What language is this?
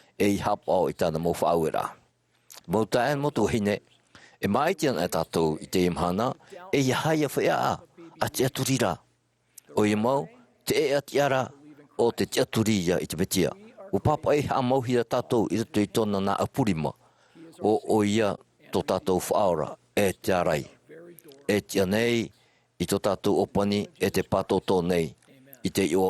Tahitian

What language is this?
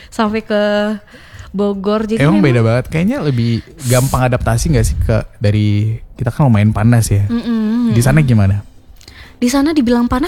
Indonesian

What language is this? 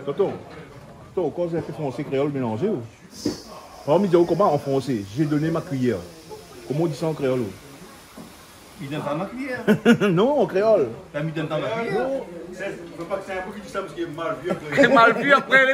Réunion Creole French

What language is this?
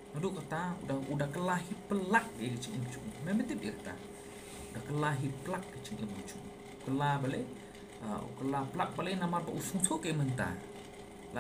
Khasi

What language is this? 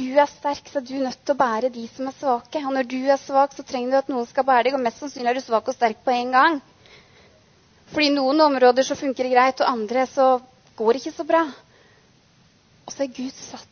Norwegian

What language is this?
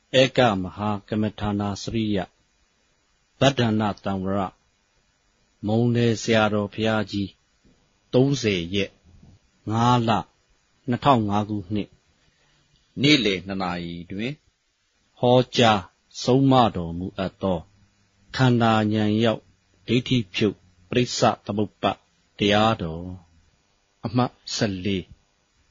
Burmese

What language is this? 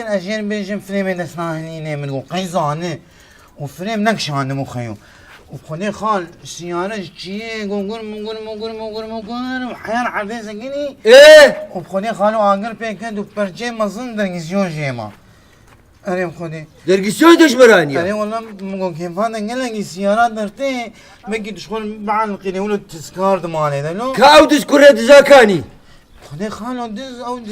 Kurdish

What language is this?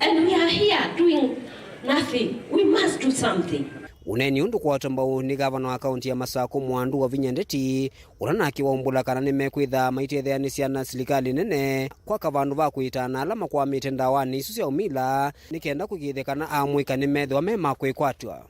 Kamba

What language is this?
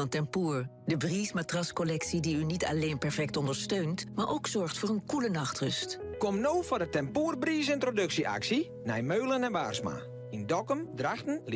Western Frisian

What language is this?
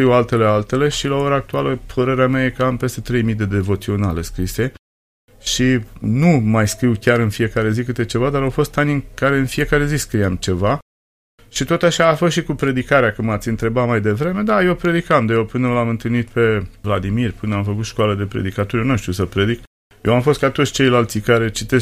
Romanian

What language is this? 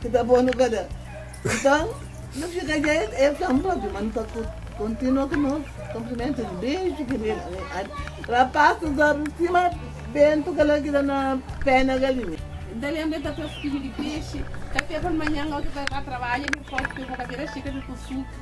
Kabuverdianu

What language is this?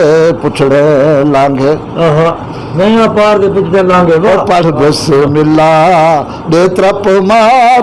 Saraiki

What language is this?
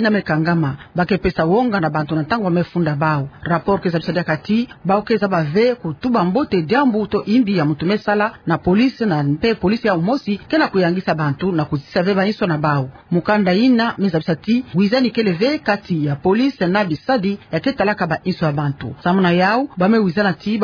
Kituba (Democratic Republic of Congo)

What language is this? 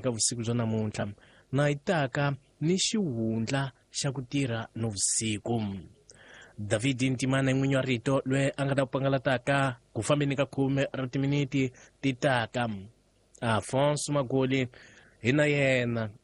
Tsonga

